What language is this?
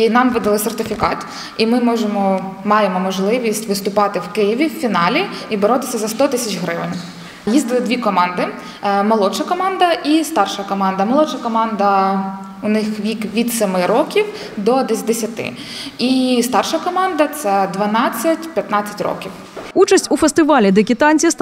Ukrainian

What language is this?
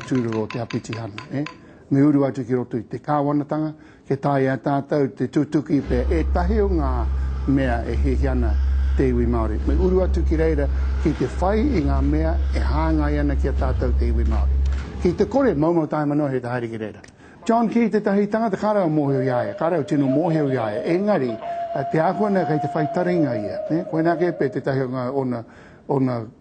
Māori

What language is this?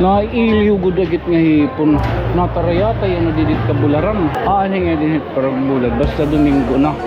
Waray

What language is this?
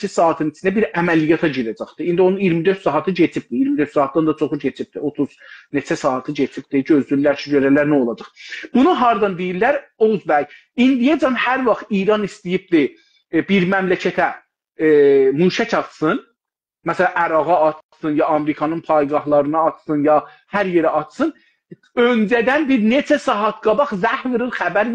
South Azerbaijani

